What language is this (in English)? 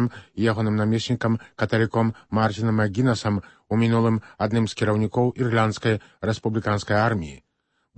Belarusian